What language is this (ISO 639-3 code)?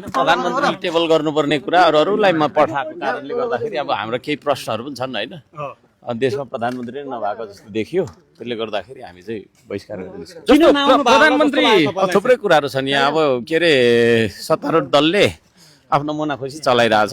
nep